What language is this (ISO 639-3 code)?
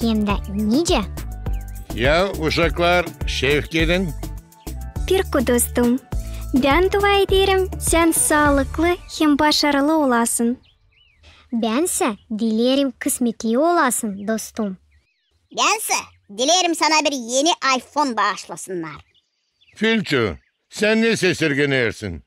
gag